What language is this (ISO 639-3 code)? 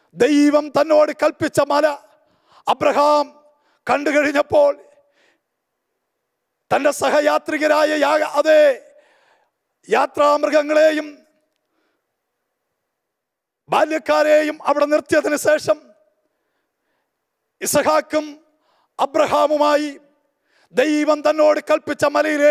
mal